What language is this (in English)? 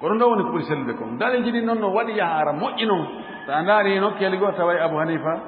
Fula